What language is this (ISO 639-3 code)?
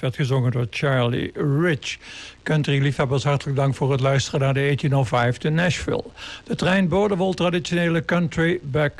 nld